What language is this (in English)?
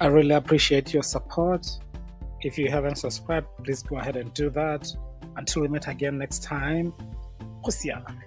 Tswana